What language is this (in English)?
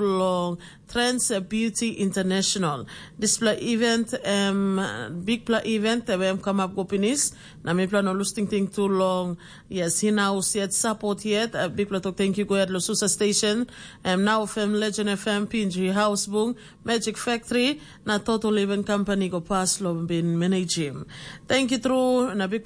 Tok Pisin